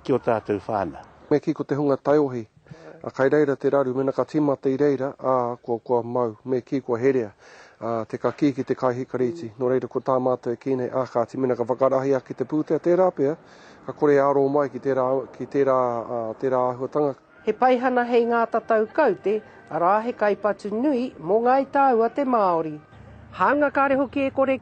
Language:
Māori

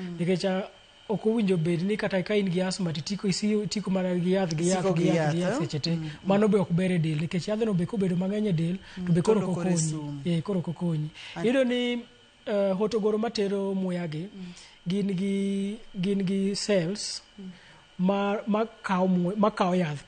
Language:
Luo (Kenya and Tanzania)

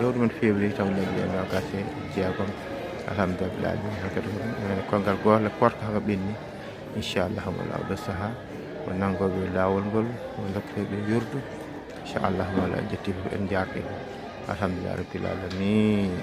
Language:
Fula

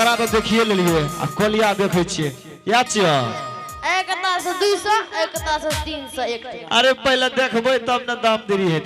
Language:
Angika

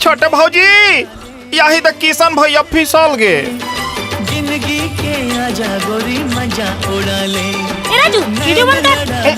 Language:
Chhattisgarhi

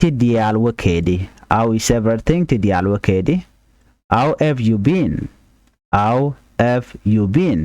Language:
Nuer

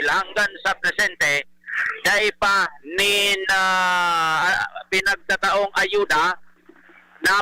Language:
Bikol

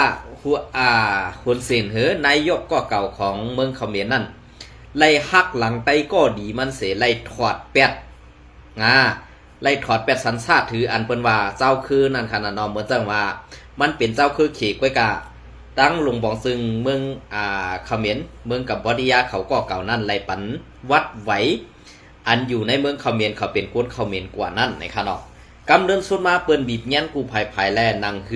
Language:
Shan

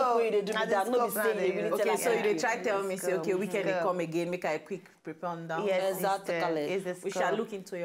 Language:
Nigerian Pidgin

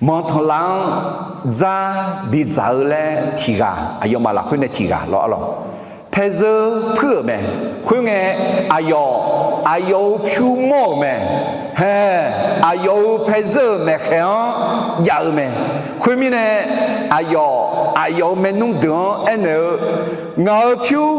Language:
Akha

